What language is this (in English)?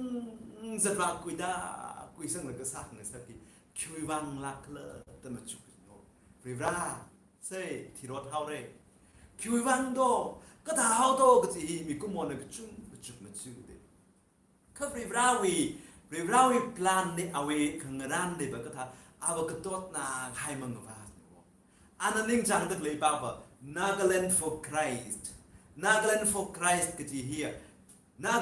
Tangkhul Naga (India)